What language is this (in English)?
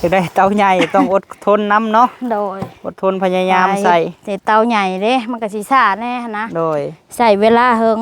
Lao